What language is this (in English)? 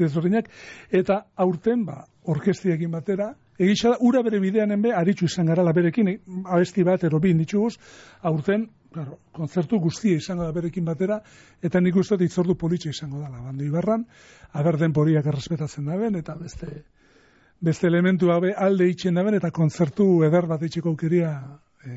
Basque